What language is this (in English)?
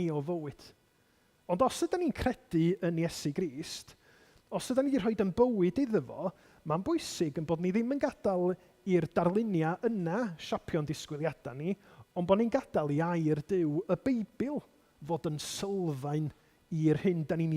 Welsh